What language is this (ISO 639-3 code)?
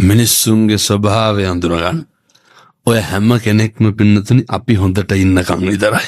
sin